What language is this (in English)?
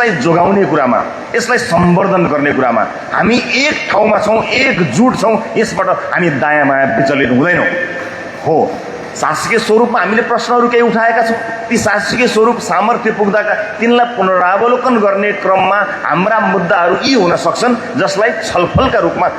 Nepali